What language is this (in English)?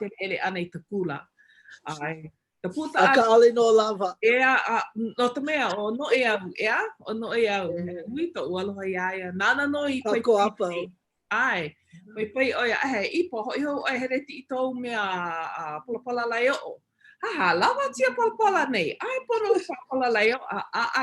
Hawaiian